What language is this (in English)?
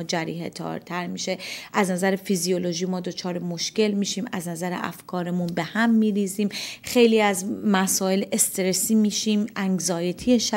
Persian